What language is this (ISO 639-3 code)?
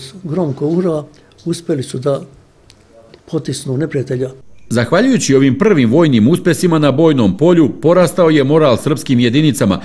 srp